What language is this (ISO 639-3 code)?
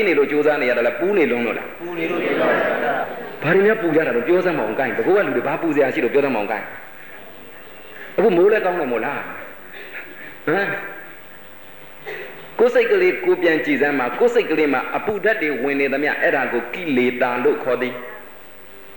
mya